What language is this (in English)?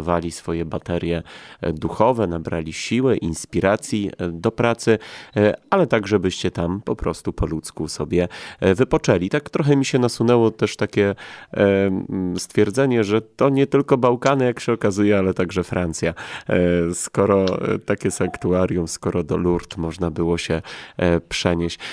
Polish